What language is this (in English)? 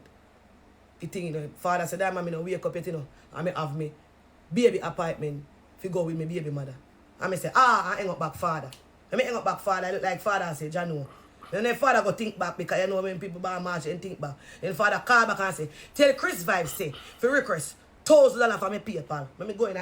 Jamaican Creole English